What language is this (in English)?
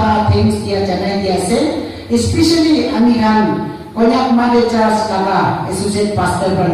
Naga Pidgin